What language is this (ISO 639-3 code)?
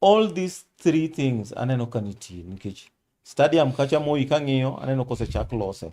luo